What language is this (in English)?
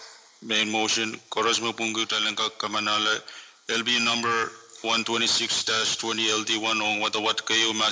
Pohnpeian